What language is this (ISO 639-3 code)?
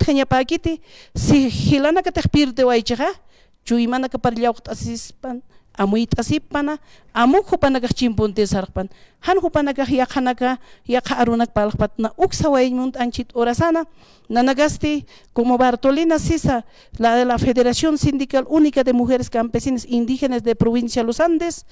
aym